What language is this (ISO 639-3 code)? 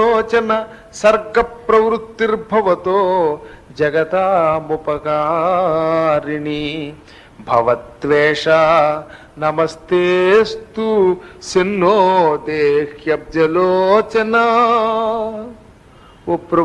tel